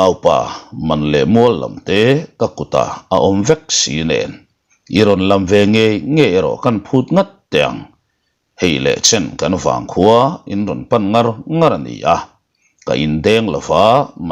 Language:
Mizo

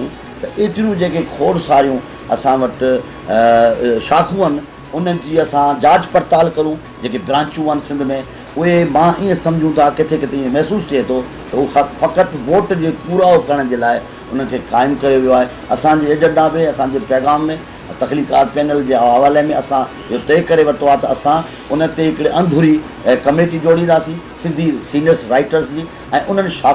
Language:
Sindhi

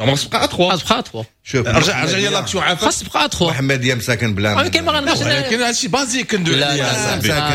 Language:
Moroccan Arabic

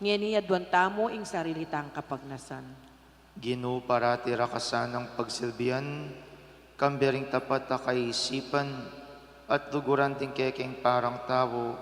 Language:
Pampanga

